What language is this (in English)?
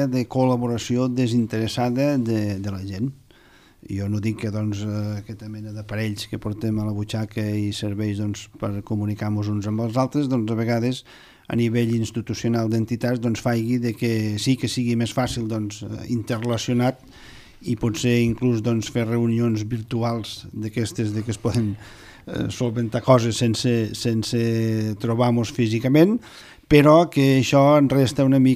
Catalan